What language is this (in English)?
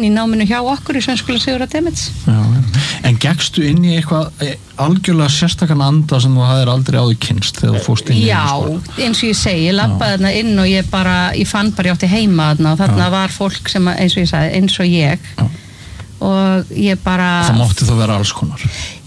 Icelandic